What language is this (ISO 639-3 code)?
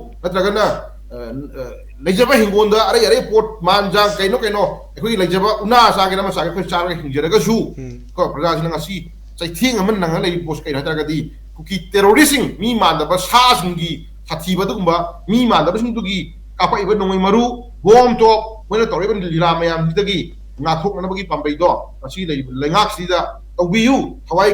mni